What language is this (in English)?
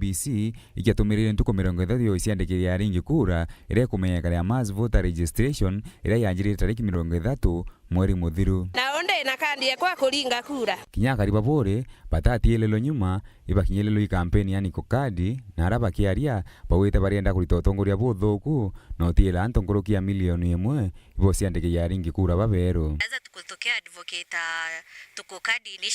Meru